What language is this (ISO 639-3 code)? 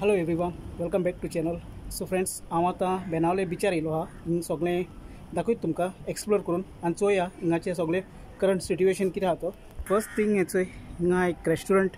kok